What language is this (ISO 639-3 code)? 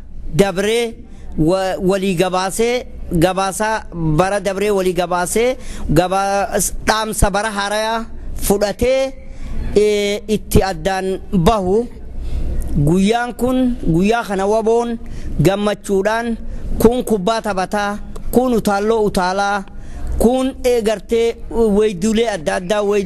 orm